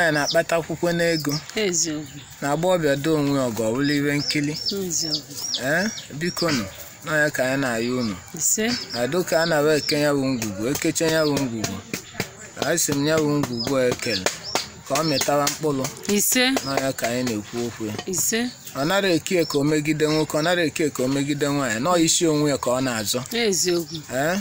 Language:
Igbo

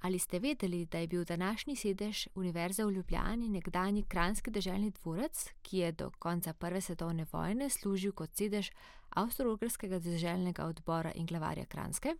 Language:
Slovenian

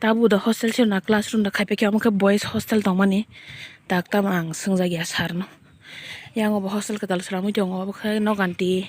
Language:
Kok Borok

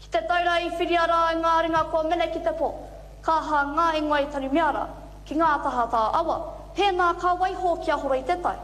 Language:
Māori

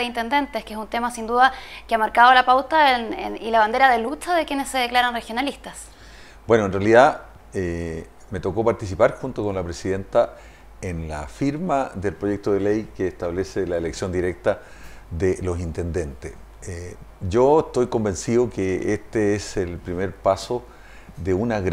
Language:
Spanish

